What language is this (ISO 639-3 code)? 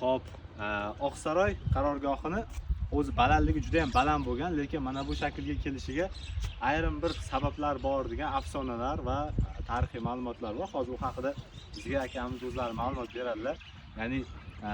uzb